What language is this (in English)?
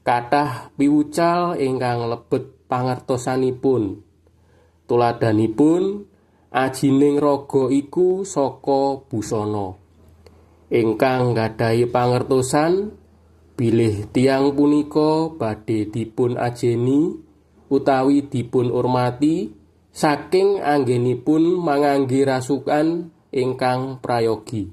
Javanese